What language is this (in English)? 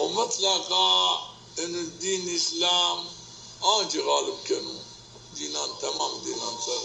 Zaza